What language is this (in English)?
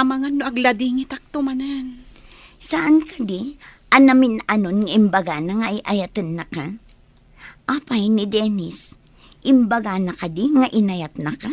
Iloko